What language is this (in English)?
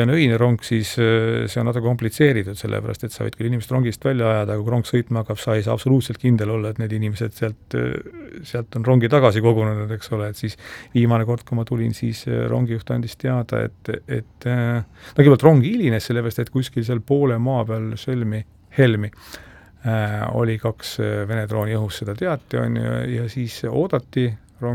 Estonian